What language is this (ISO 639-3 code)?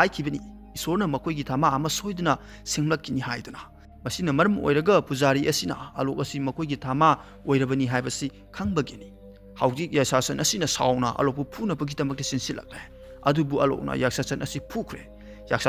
mni